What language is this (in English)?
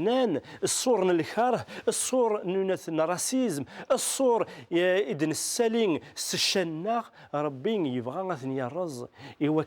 Kabyle